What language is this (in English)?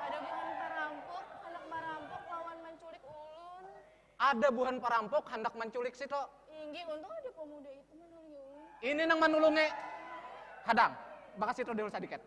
Banjar